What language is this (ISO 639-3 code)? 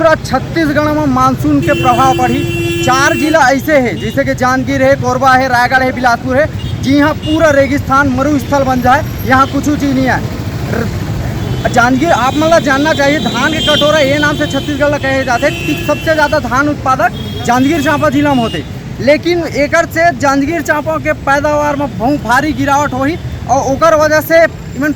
hne